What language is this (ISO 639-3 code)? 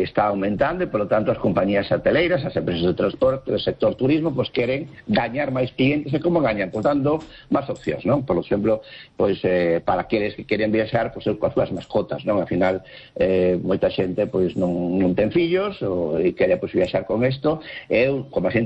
glg